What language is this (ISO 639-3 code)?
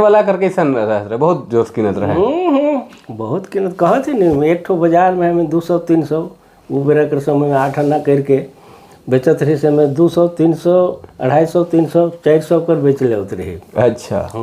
sck